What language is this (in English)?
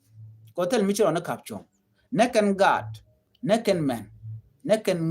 Nuer